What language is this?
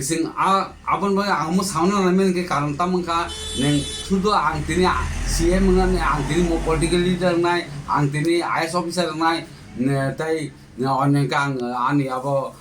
Kok Borok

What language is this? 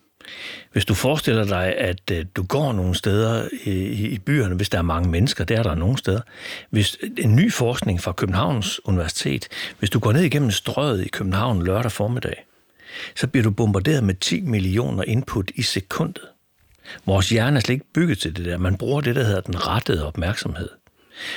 Danish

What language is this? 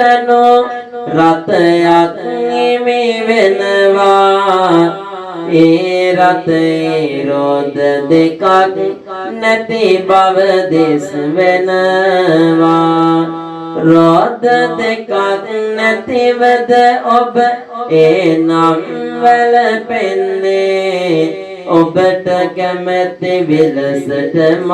Sinhala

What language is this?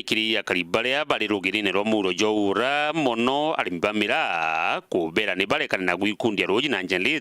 Meru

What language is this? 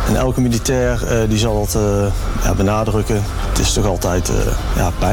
Dutch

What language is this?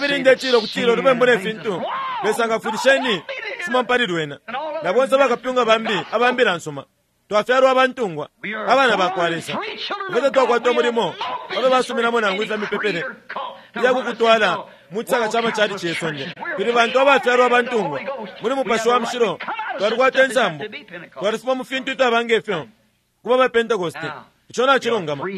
Bemba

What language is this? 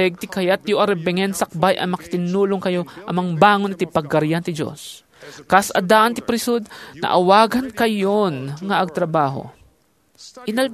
Iloko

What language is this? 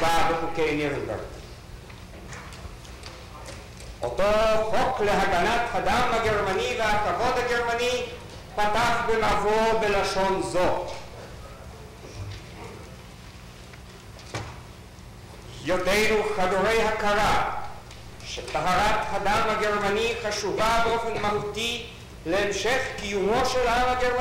Hebrew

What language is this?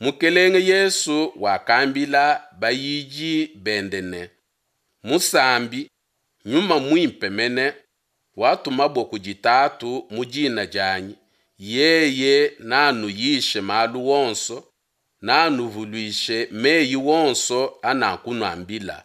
Luba-Lulua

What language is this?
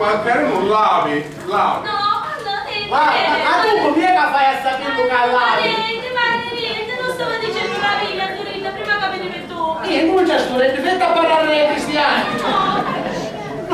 Sicilian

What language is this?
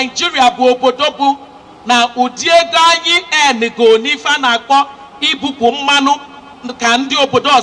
Igbo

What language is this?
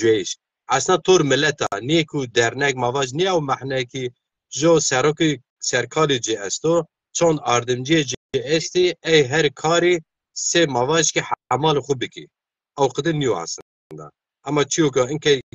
Zaza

